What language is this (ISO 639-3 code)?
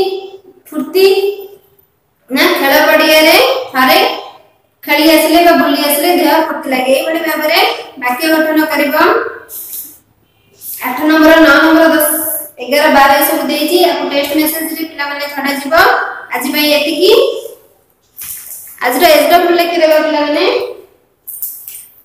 ori